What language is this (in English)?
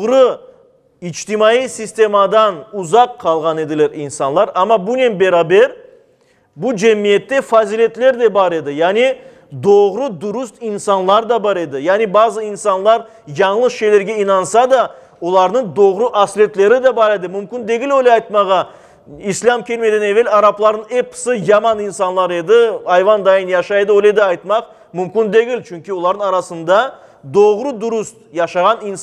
Crimean Tatar